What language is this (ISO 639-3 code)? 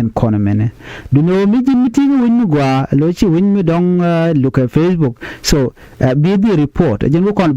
nus